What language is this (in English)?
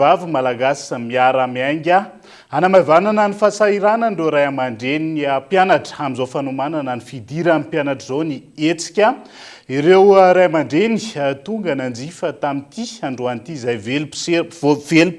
Malagasy